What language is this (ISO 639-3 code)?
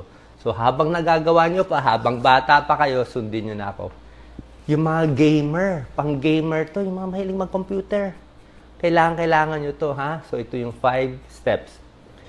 fil